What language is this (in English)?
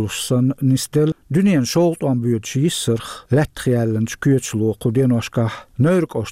Chechen